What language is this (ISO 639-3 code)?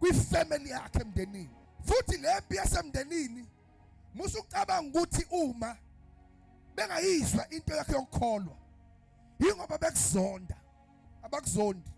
zul